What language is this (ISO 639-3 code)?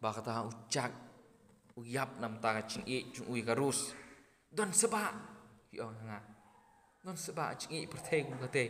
kha